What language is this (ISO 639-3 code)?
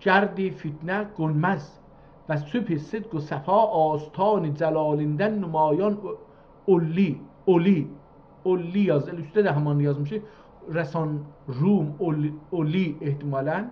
azb